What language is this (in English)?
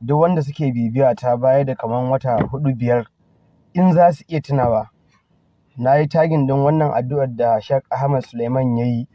Hausa